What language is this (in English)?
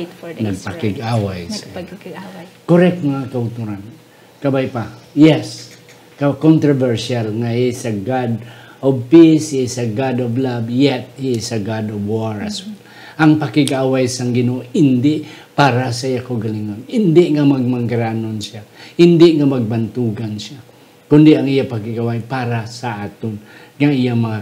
Hiligaynon